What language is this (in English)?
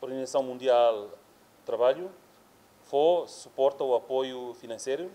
Tetum